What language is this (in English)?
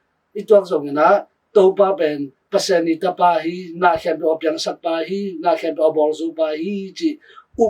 Tedim Chin